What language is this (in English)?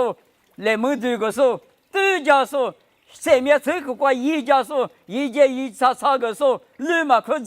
Lisu